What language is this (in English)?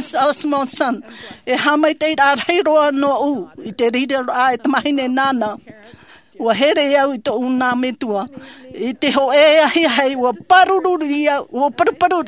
Tahitian